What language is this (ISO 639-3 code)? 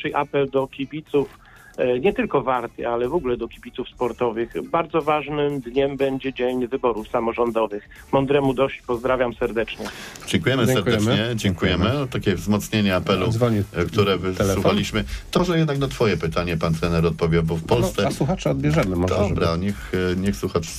pol